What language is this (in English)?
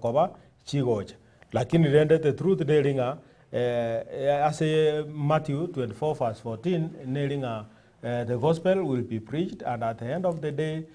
Gusii